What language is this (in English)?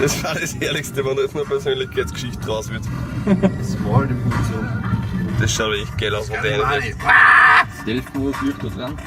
Bavarian